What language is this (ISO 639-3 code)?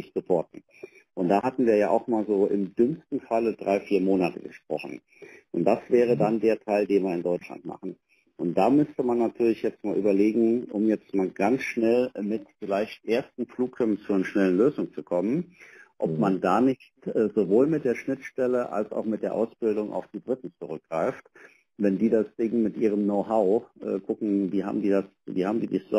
deu